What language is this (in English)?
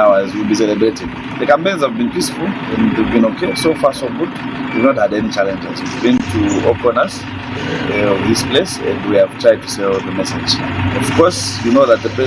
Lozi